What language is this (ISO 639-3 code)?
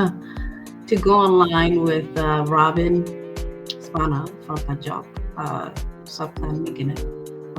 ach